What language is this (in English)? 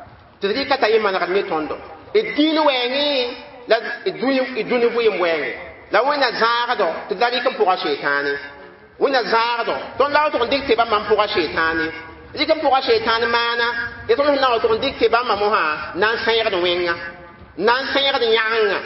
Mossi